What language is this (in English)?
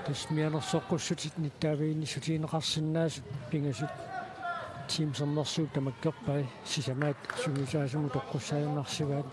Kalaallisut